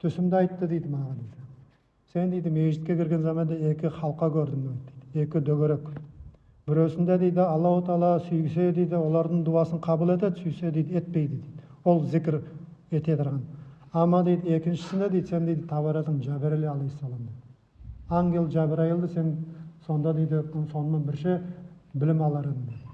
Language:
Nogai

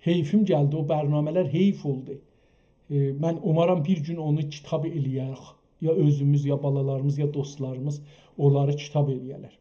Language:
South Azerbaijani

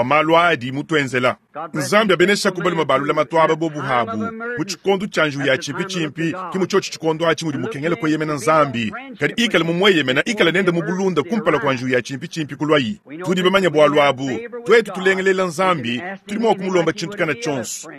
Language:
Luba-Lulua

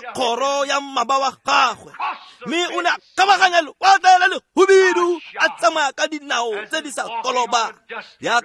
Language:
Tswana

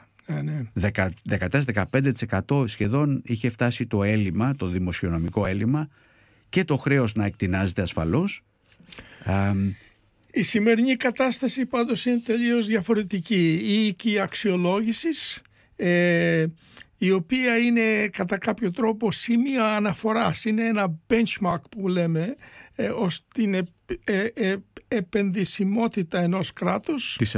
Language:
Greek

